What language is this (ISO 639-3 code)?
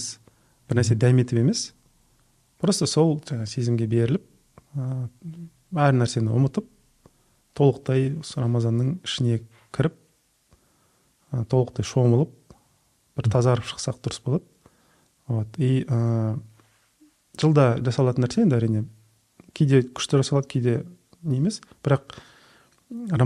kaz